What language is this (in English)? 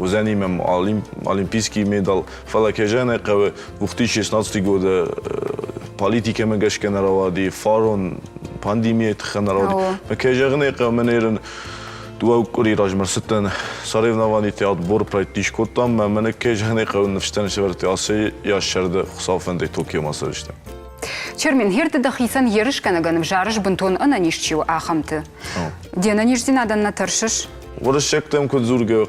Ossetic